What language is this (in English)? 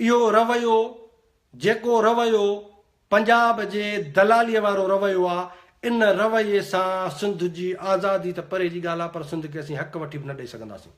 Sindhi